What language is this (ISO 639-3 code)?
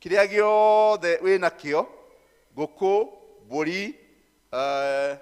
kik